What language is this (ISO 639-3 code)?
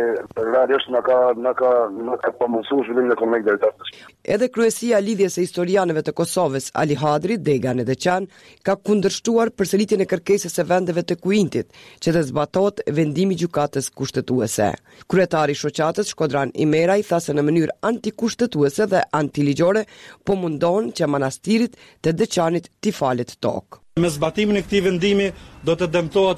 sqi